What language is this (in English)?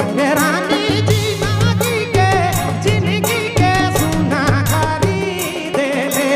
Sadri